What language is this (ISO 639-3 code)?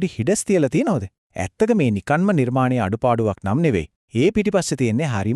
sin